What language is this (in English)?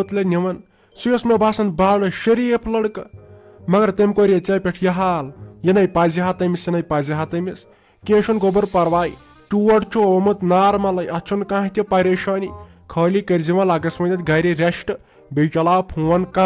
Kashmiri